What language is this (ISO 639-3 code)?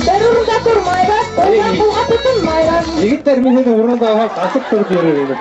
bak